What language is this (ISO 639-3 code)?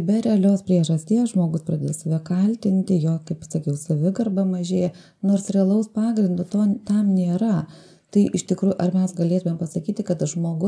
lit